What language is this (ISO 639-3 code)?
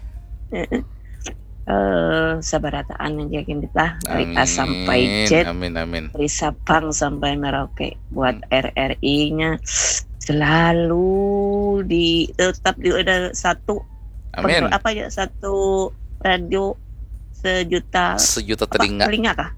bjn